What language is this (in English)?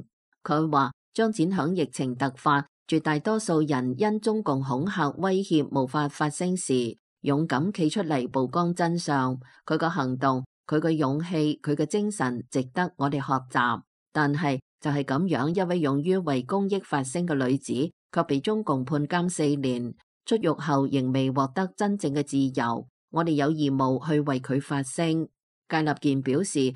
Cantonese